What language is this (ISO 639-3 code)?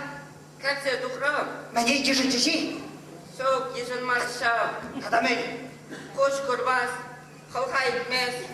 chv